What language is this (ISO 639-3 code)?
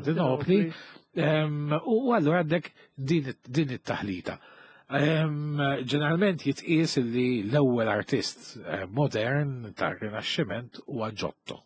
mlt